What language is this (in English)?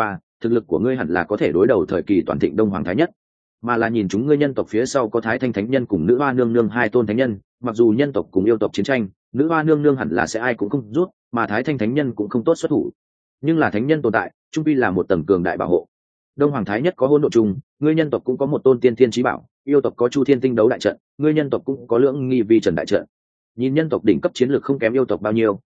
Vietnamese